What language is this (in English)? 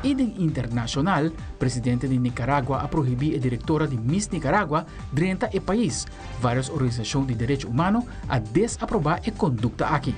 Papiamento